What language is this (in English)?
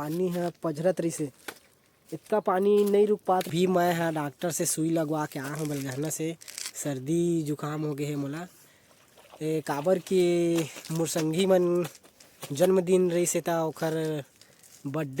Chhattisgarhi